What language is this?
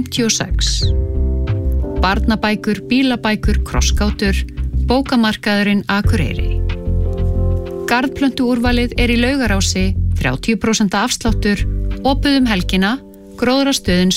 Icelandic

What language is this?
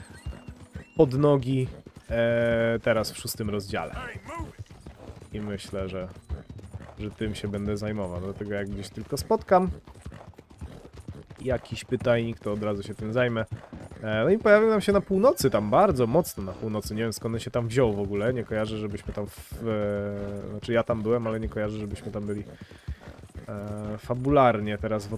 Polish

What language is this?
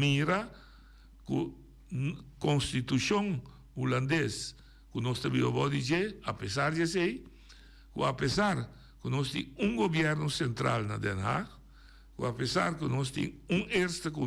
Papiamento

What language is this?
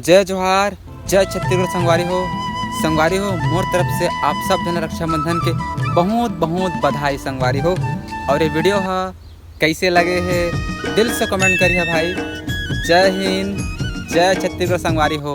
Chhattisgarhi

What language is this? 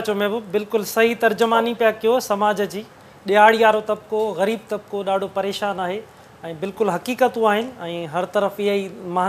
Sindhi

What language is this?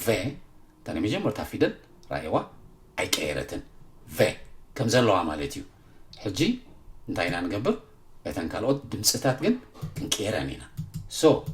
Tigrinya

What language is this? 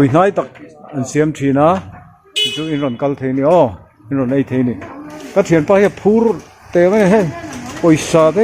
Mizo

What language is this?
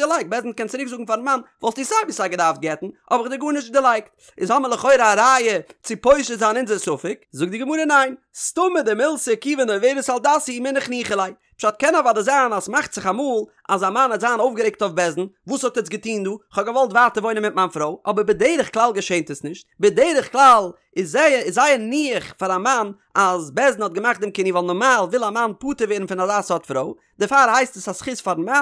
Yiddish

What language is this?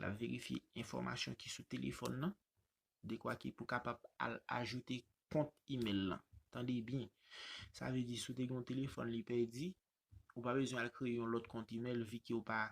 Haitian Creole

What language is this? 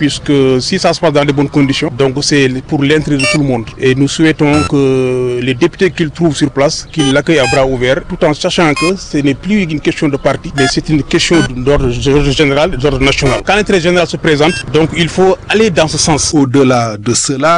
French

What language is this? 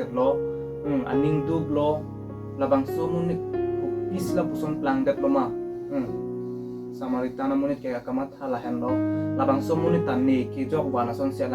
Karbi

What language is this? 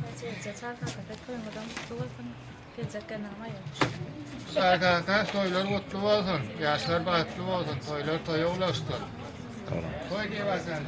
Turkmen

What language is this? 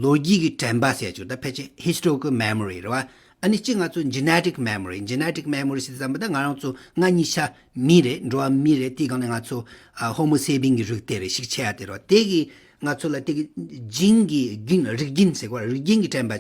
Tibetan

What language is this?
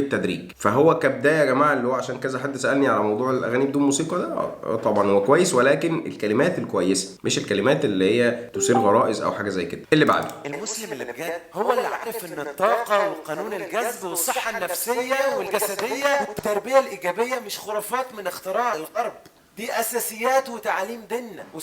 Egyptian Arabic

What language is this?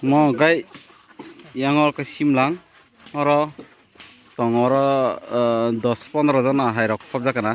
Kok Borok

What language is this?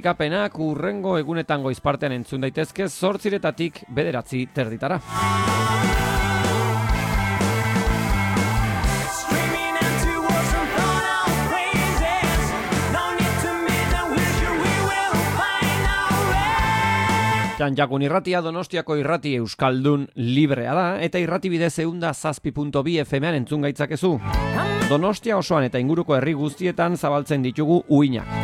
Basque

